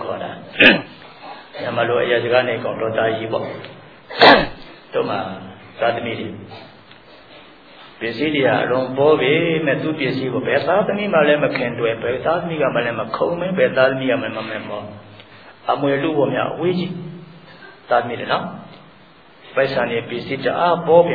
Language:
Burmese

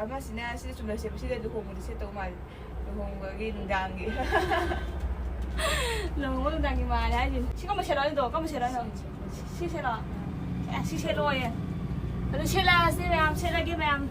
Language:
Manipuri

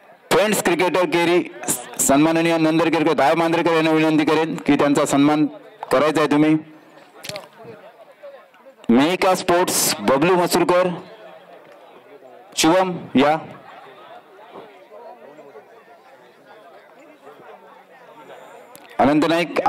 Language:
Marathi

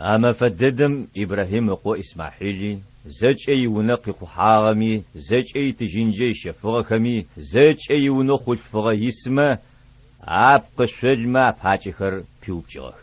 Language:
Adyghe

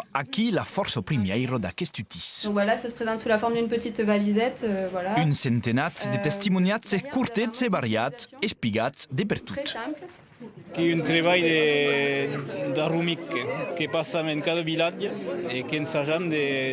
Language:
Occitan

